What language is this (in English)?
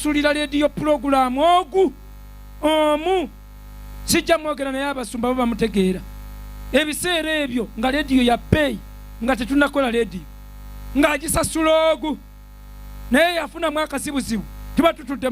Ganda